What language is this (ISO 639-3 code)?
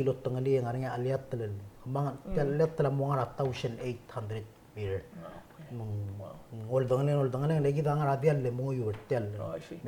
pau